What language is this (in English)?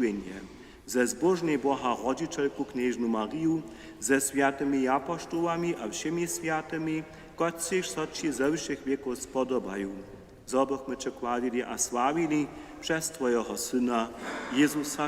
Upper Sorbian